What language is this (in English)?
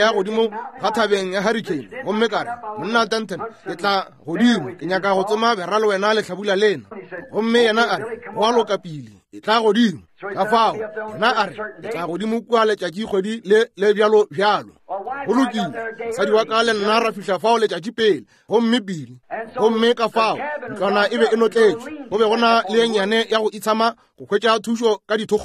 Northern Sotho